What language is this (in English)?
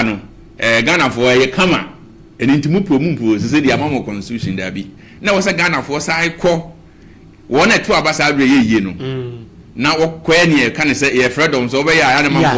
Akan